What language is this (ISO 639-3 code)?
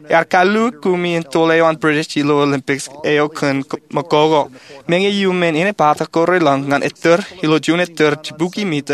mah